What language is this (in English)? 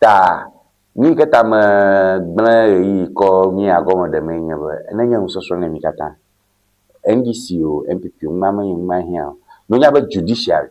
Ewe